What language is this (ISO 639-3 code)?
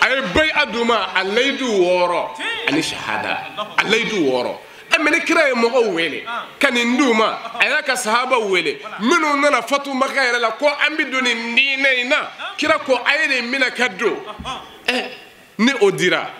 bam